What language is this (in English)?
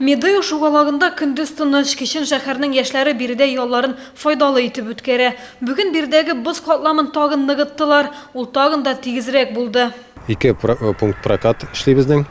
Tatar